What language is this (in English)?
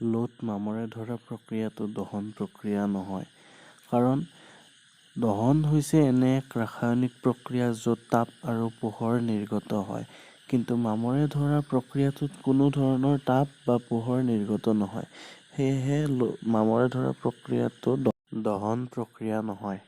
Assamese